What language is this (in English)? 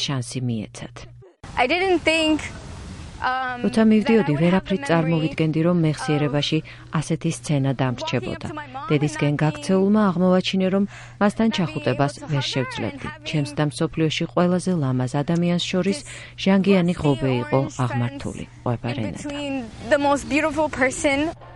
Georgian